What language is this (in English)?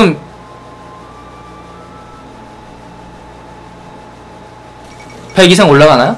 Korean